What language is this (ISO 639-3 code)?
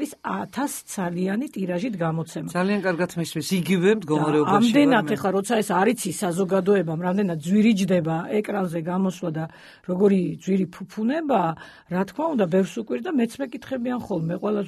kat